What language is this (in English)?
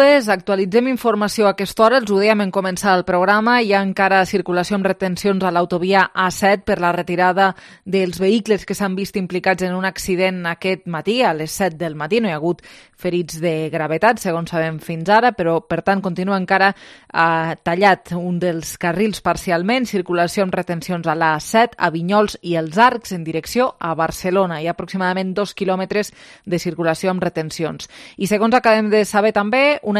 Catalan